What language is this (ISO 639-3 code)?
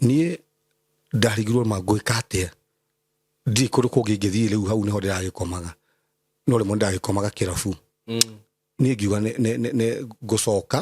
kik